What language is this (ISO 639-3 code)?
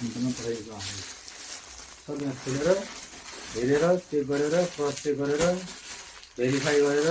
nep